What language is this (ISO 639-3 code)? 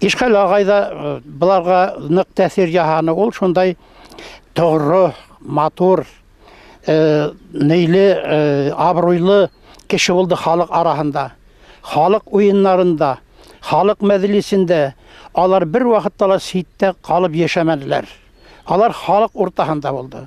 bak